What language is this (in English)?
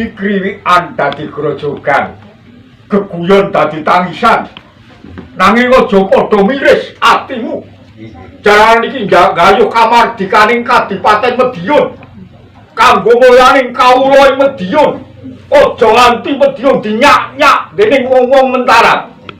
Javanese